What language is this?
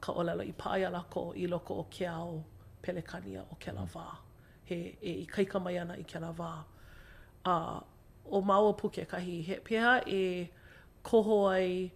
Hawaiian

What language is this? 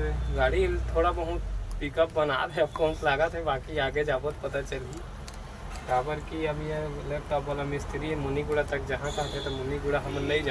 Chhattisgarhi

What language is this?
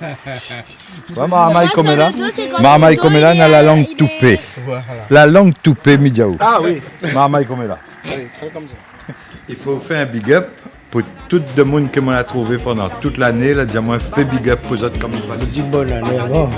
Réunion Creole French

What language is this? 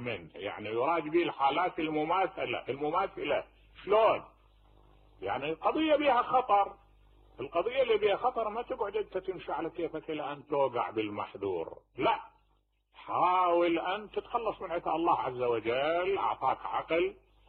Mesopotamian Arabic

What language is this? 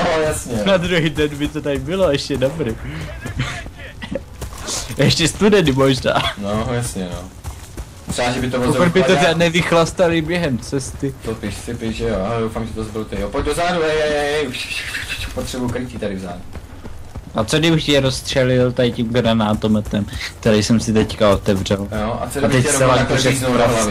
Czech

